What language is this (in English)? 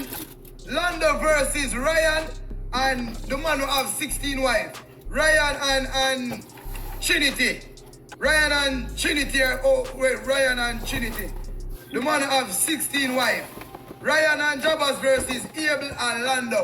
Jamaican Creole English